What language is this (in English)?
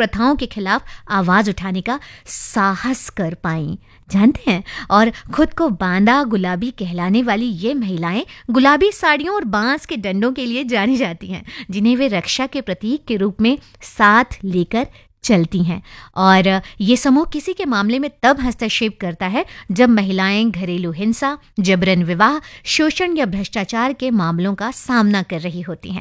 Hindi